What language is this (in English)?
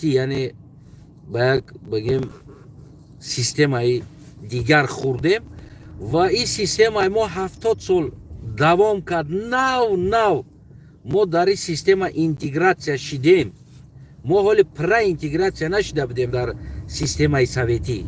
Tajik